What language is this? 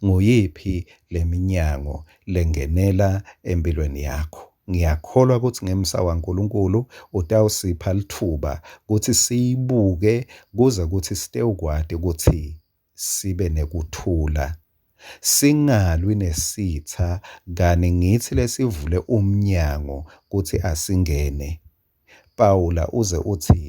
Swati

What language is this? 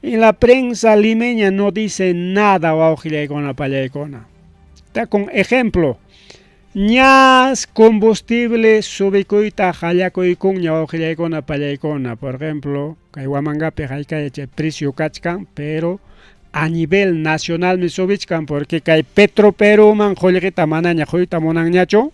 Ayacucho Quechua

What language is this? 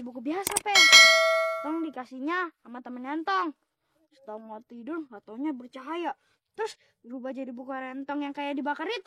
Betawi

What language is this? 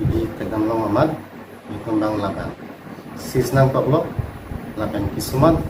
Karbi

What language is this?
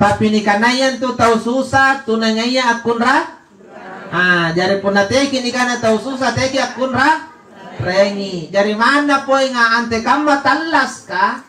Makasar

